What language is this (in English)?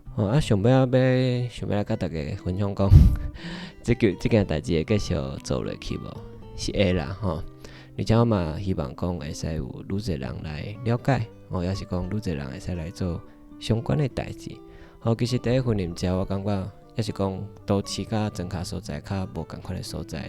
Min Nan Chinese